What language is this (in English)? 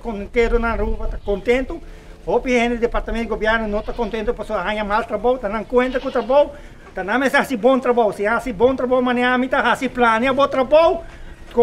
Papiamento